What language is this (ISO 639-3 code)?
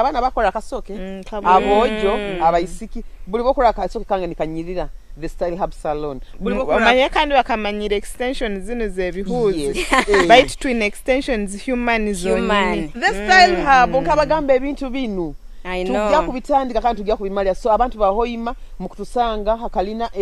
nyo